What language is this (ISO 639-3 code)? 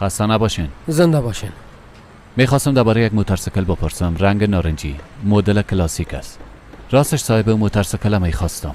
fas